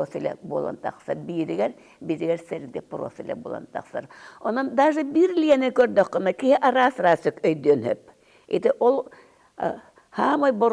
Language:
Yakut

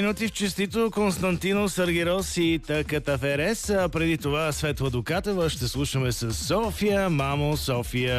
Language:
Bulgarian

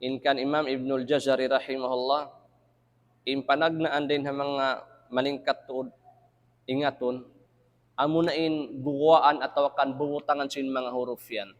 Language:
Tausug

